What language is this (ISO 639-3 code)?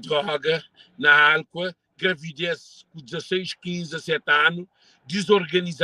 kea